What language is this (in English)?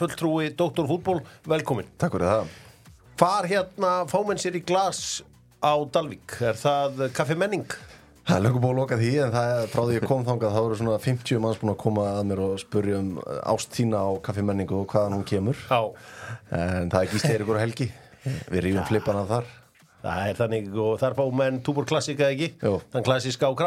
Icelandic